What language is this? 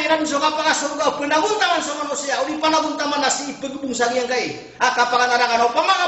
Maranao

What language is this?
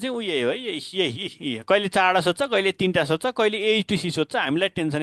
Nepali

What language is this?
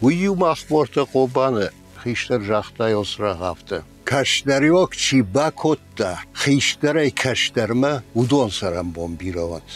Ossetic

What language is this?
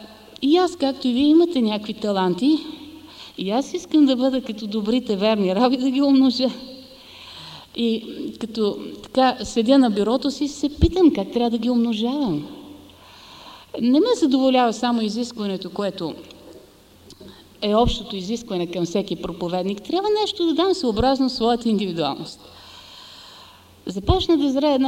Bulgarian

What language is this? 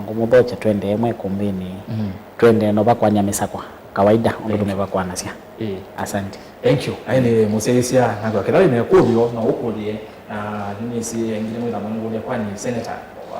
Kamba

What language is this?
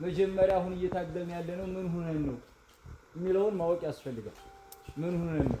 Amharic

